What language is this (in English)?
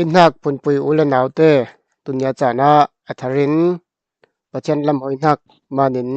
Falam Chin